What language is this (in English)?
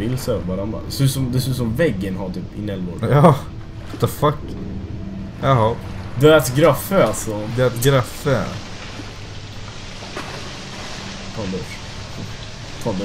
Swedish